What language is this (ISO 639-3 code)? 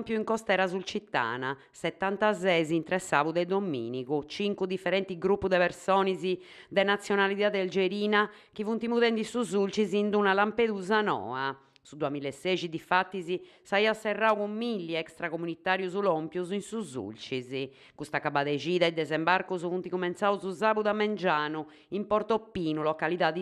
srd